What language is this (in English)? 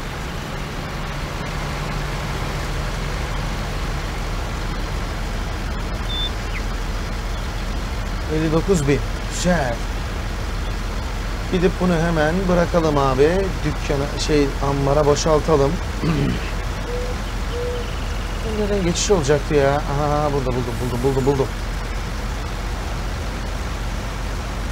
Turkish